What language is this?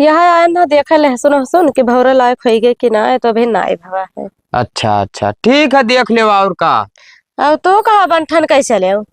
Awadhi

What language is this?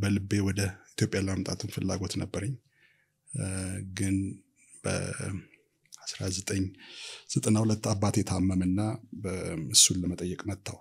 Amharic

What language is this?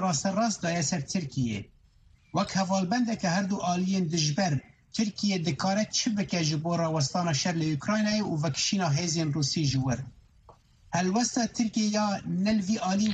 Kurdish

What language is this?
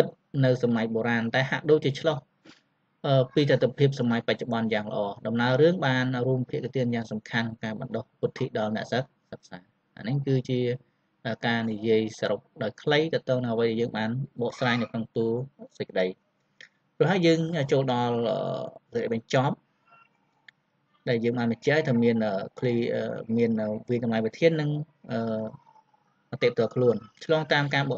Khmer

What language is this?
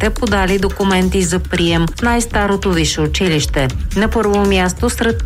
Bulgarian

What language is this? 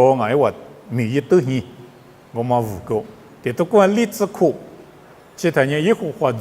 Lisu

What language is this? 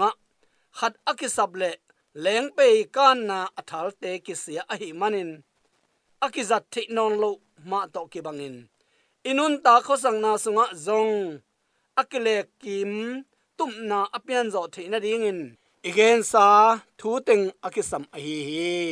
Tedim Chin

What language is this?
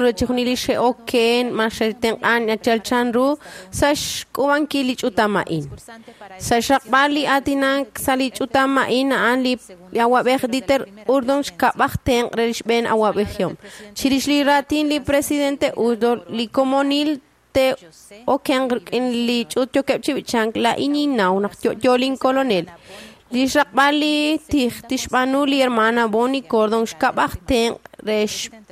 Kekchí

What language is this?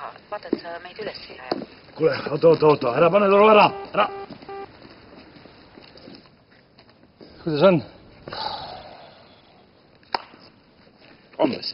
Estonian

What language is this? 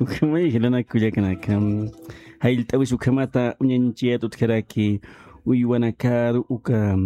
Aymara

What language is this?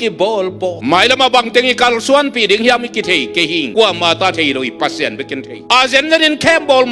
Tedim Chin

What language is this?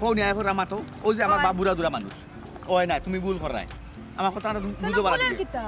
Sylheti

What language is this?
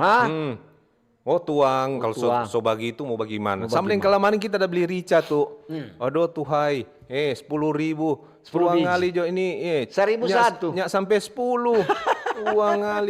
Manado Malay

